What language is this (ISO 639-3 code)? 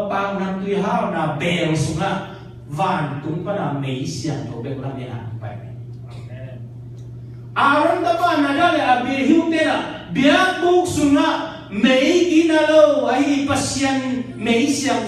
ctd